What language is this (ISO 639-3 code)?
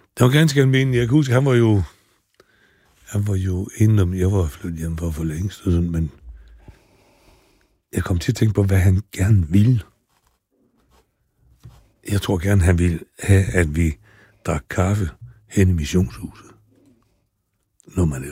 dan